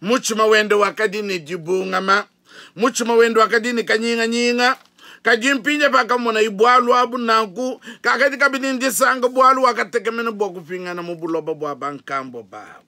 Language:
Luba-Lulua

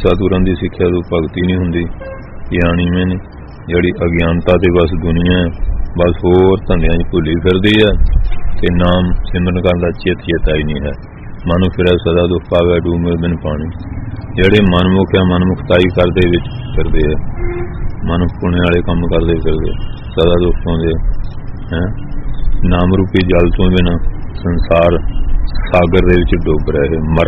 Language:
Punjabi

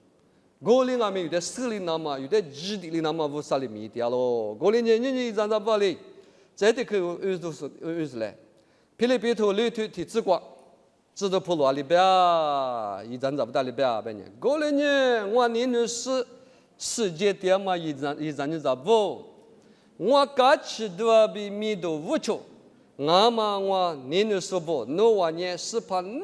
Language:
Lisu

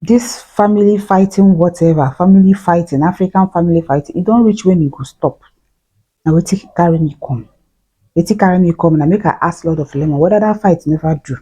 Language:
Nigerian Pidgin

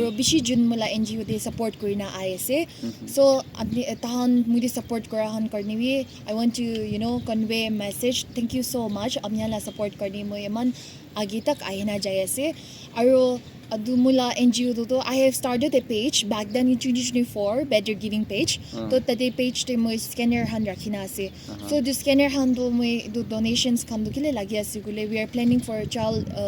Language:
Naga Pidgin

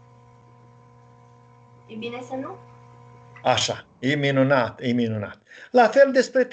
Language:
Romanian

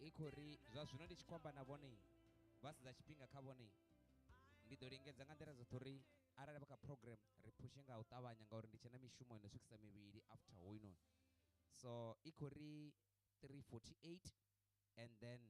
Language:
Venda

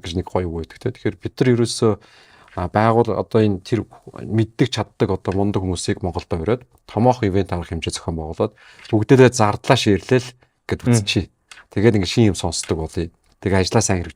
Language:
Mongolian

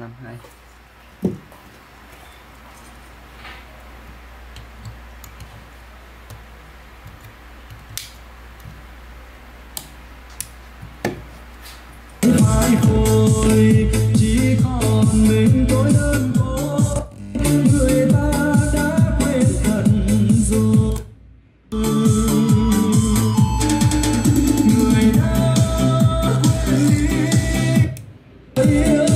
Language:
Vietnamese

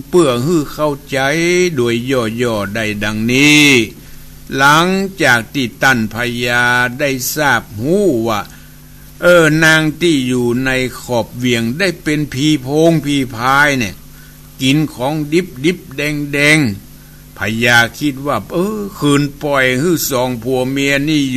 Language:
Thai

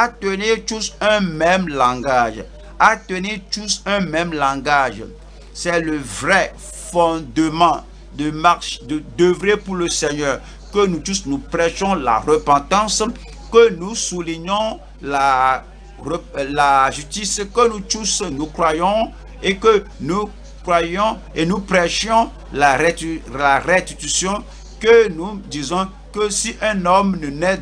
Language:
French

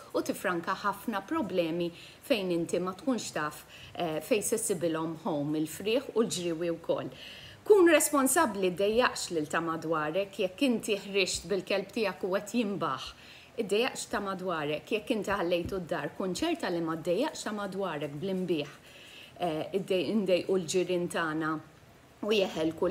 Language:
Maltese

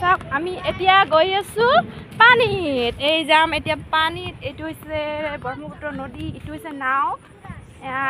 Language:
Assamese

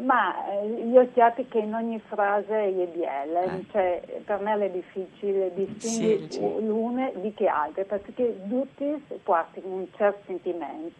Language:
Friulian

